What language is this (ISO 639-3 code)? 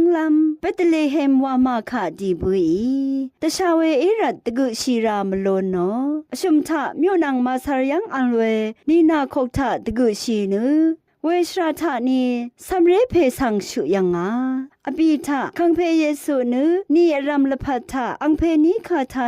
raw